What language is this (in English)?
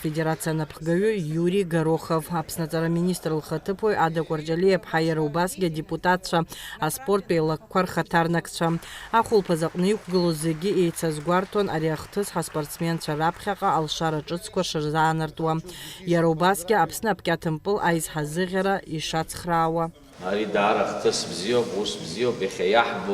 Abkhazian